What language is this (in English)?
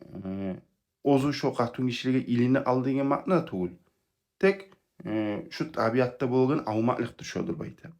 Kumyk